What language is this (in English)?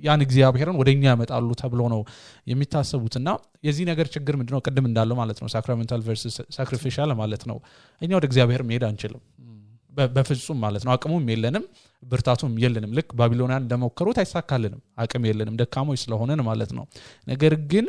Amharic